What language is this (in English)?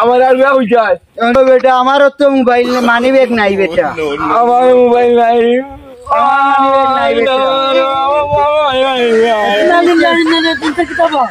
Sylheti